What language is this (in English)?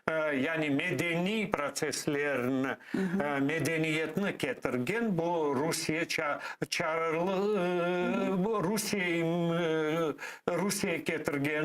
Crimean Tatar